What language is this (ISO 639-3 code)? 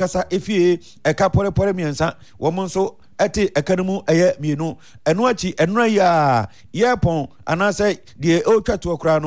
aka